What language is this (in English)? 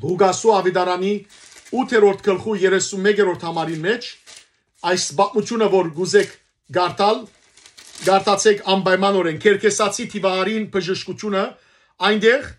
Western Armenian